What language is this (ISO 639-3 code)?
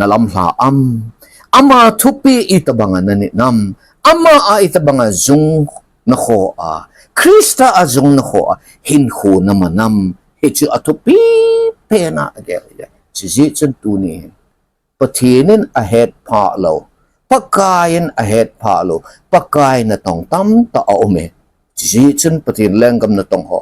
tcz